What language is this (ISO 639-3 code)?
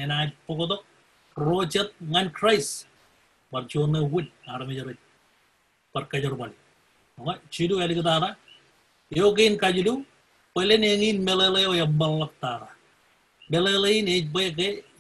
mah